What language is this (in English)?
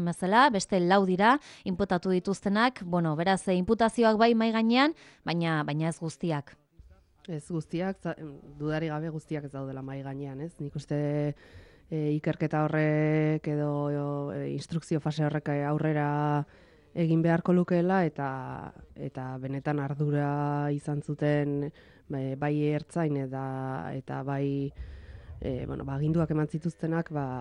Basque